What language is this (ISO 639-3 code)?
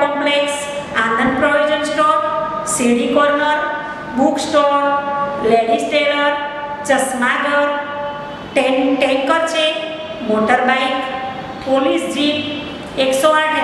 guj